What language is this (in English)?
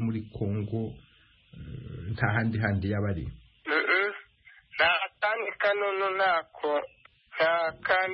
Kinyarwanda